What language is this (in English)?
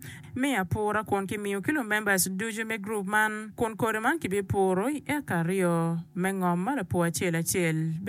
Acoli